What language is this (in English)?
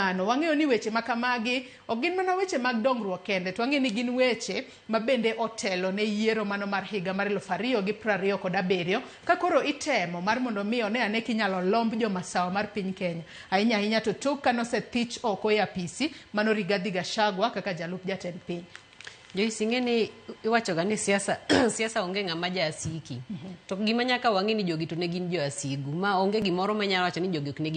Luo (Kenya and Tanzania)